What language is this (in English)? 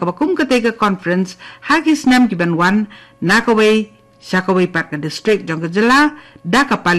Khasi